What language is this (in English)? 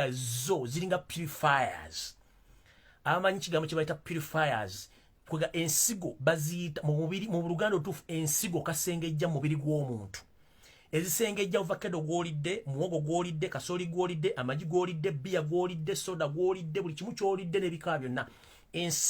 Ganda